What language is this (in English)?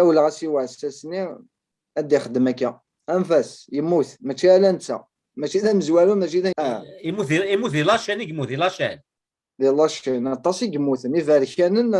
Kabyle